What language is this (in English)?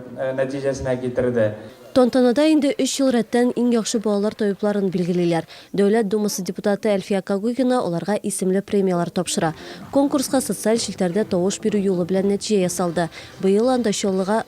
Tatar